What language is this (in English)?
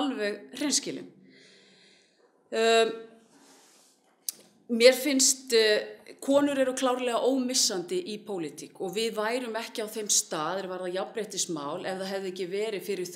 Icelandic